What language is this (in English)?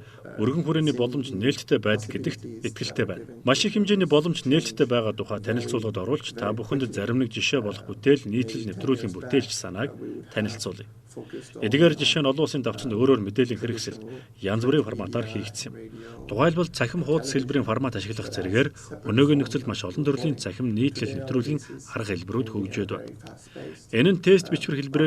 Mongolian